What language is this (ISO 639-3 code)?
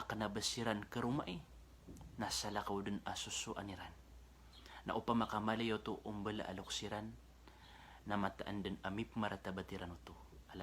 mrw